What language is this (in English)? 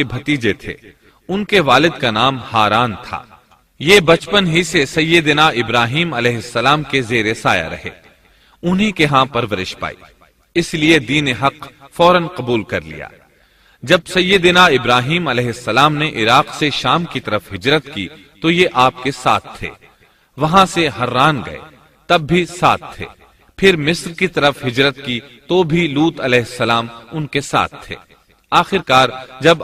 Urdu